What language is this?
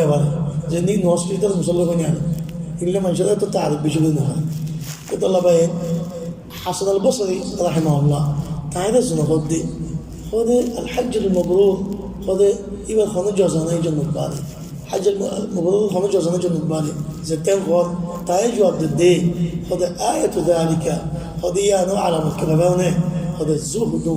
Rohingya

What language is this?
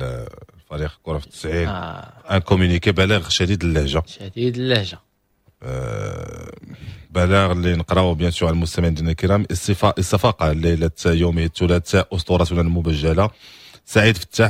Moroccan Arabic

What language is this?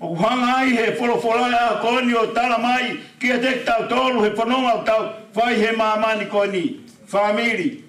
Tongan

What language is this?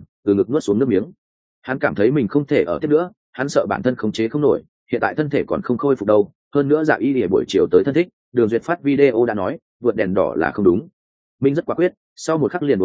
Vietnamese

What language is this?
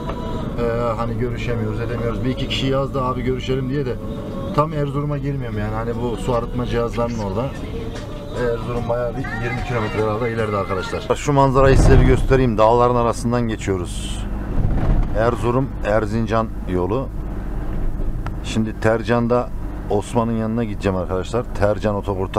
Turkish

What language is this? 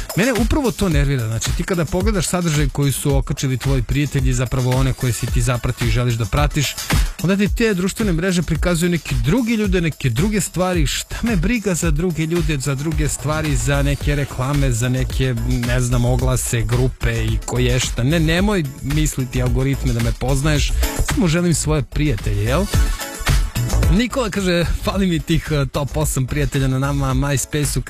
Serbian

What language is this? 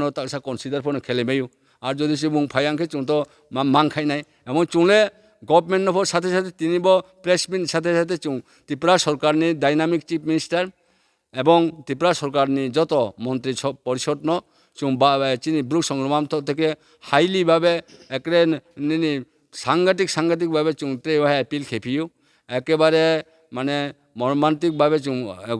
Riang (India)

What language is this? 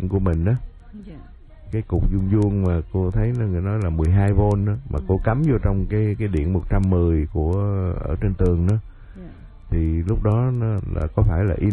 Vietnamese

